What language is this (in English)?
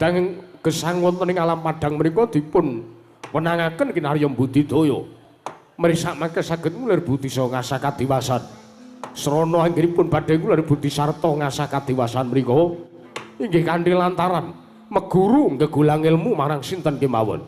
Javanese